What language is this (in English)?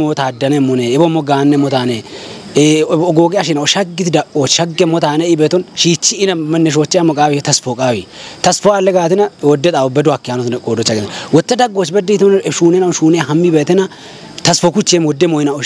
Kafa